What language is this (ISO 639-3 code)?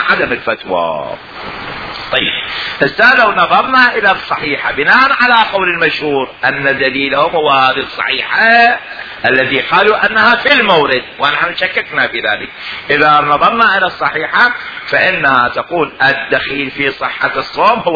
acm